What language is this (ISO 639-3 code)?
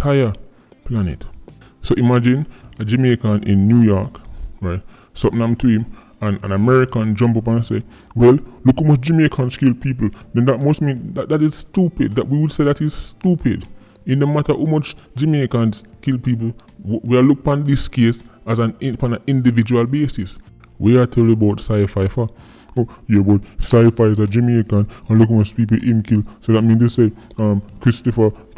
jam